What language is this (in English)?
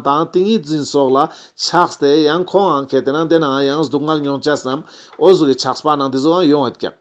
Ladakhi